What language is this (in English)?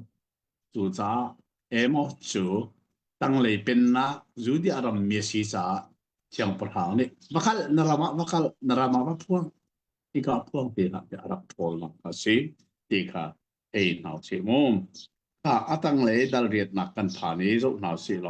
Hakha Chin